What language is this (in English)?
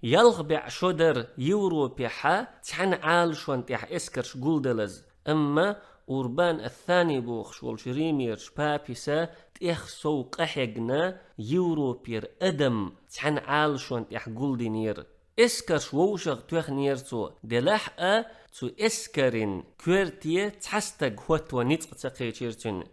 Chechen